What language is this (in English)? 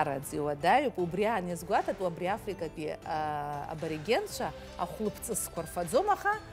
Abkhazian